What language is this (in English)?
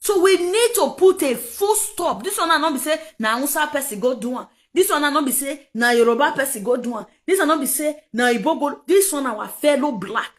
Nigerian Pidgin